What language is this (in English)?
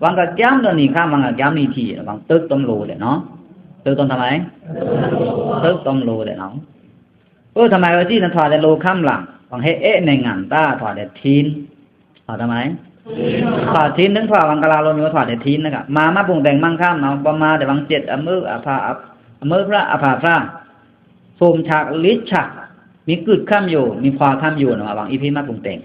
Pa'o Karen